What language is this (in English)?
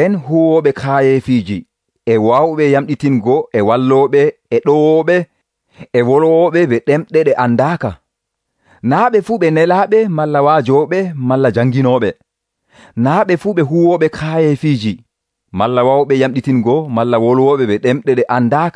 Nigerian Fulfulde